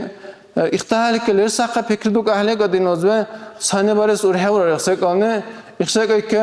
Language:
Dargwa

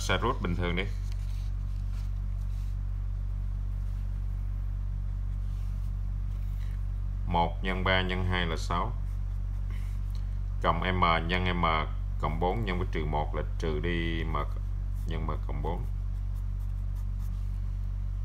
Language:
Vietnamese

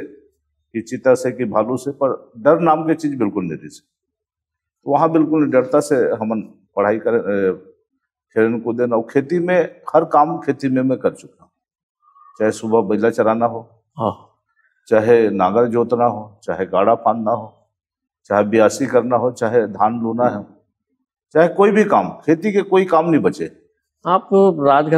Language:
Chhattisgarhi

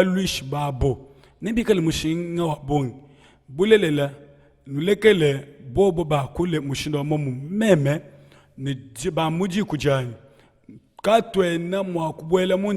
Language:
Luba-Lulua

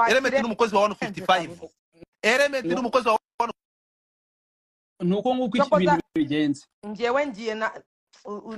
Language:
Kinyarwanda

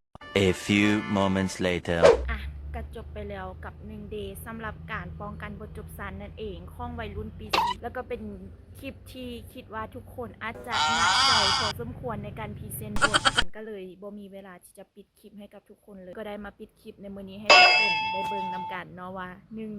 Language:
Lao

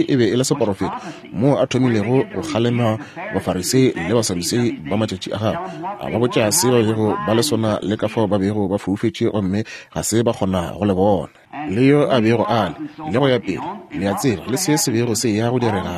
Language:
Northern Sotho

